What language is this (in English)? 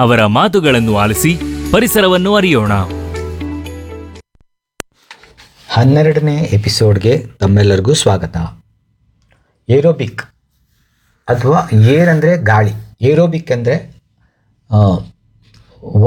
Kannada